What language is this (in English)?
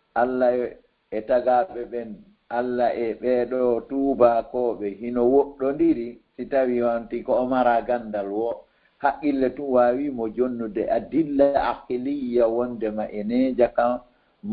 Fula